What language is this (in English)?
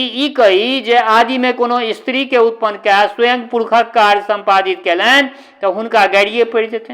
Maithili